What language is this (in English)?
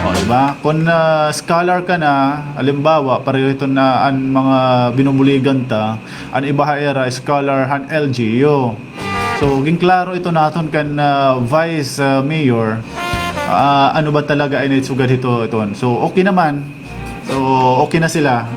Waray